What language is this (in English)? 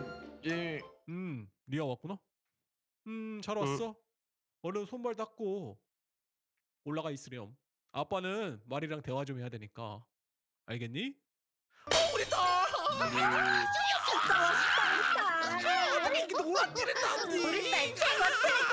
Korean